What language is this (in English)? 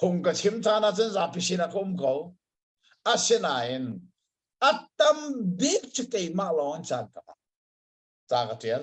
Hakha Chin